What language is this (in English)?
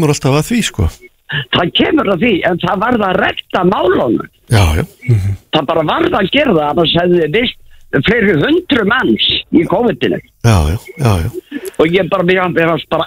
Icelandic